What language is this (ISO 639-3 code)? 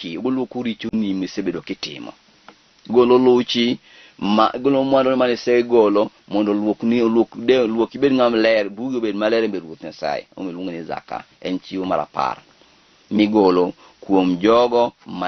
luo